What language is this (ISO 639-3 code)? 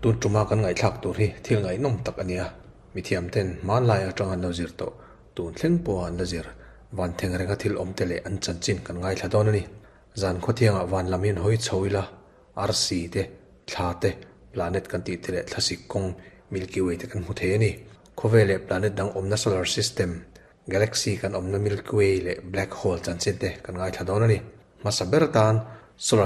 lus